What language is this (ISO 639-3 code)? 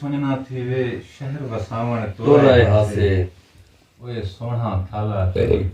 skr